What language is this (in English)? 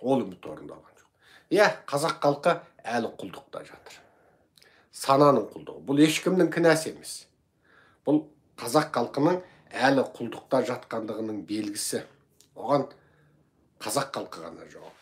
Kazakh